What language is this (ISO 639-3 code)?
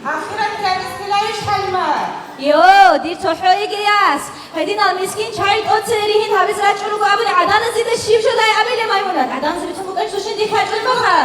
ava